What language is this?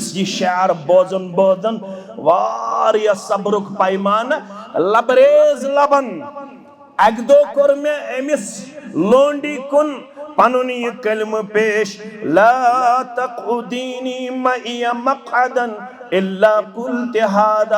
Kashmiri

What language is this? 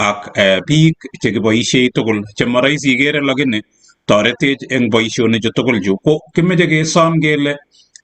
Kalenjin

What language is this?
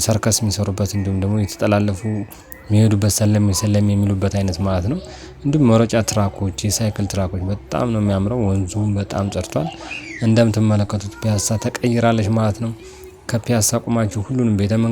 Amharic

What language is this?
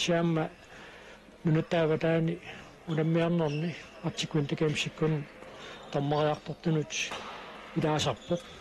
Kalaallisut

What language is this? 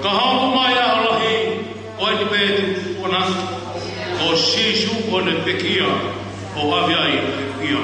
Tongan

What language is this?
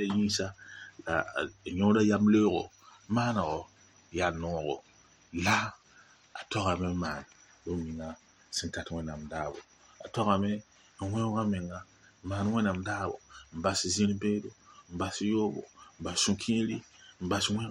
Mossi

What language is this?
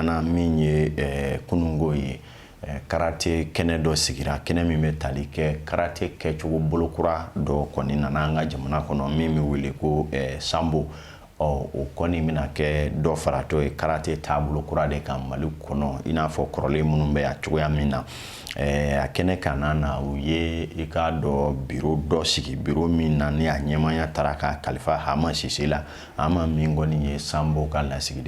Bambara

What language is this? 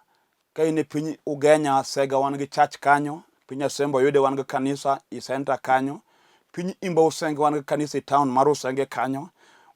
Luo (Kenya and Tanzania)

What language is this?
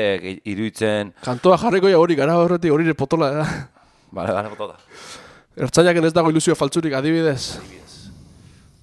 Basque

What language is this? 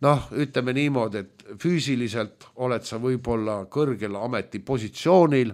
Estonian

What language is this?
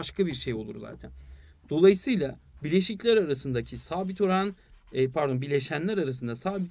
Turkish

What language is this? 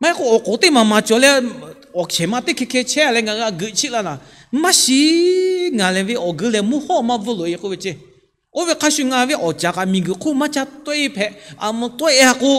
Lahu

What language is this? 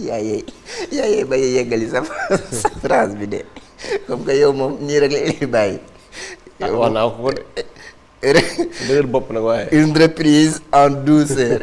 Wolof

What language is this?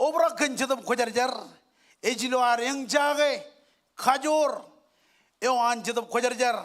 Marshallese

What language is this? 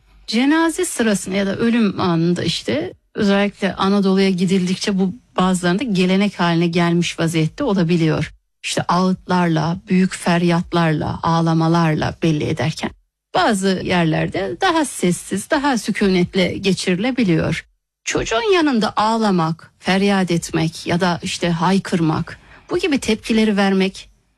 Turkish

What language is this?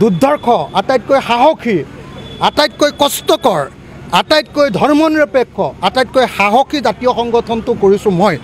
Assamese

